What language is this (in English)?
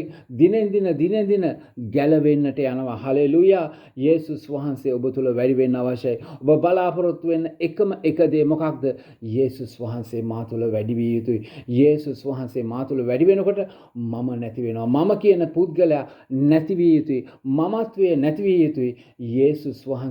Sinhala